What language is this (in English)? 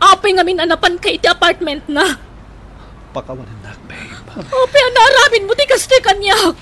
Iloko